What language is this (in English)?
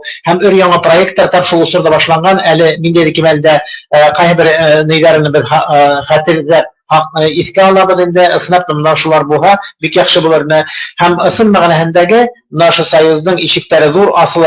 Bashkir